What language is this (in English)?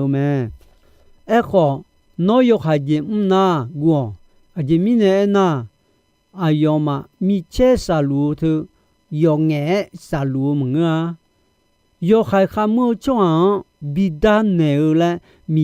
Akha